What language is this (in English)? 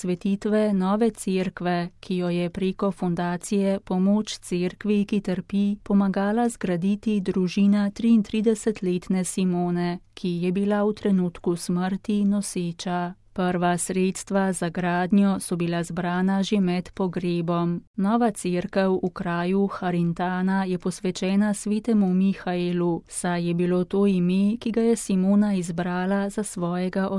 Slovenian